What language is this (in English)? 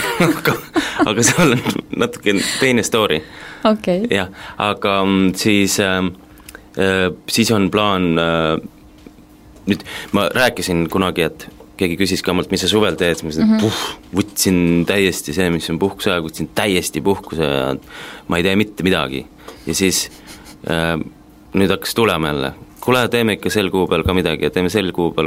Estonian